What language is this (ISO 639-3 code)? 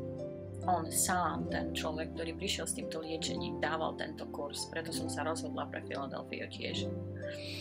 slk